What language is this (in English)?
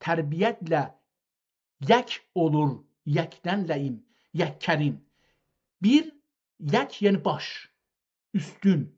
South Azerbaijani